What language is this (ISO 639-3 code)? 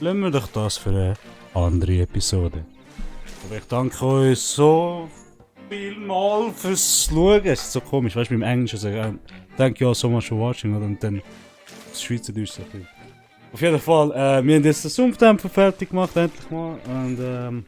gsw